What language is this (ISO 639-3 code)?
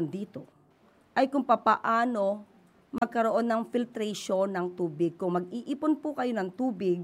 fil